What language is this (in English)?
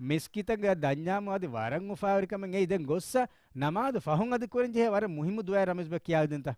Divehi